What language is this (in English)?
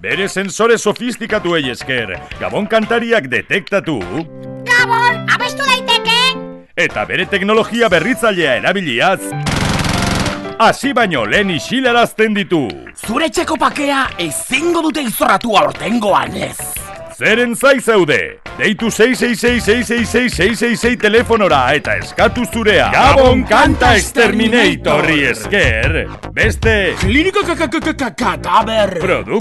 Basque